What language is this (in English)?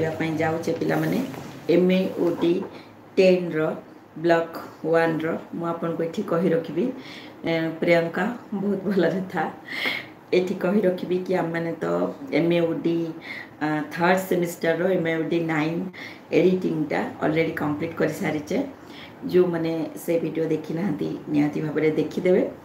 Odia